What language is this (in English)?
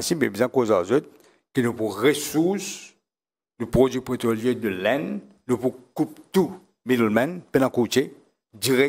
Morisyen